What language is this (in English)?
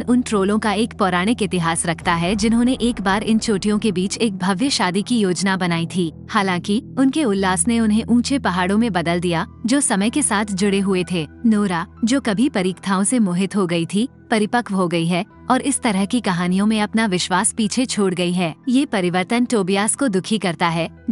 Hindi